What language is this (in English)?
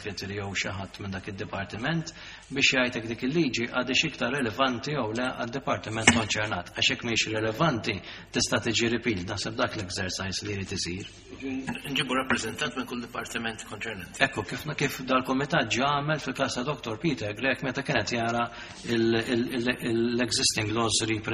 Maltese